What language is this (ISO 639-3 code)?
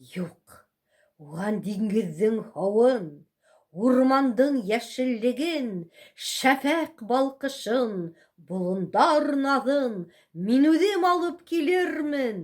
bak